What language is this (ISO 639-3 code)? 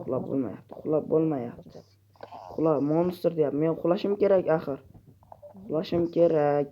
uzb